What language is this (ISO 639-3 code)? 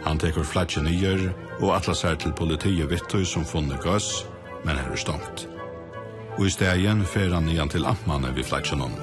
fao